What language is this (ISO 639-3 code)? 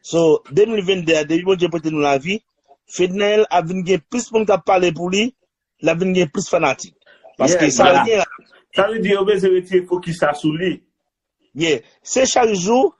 hat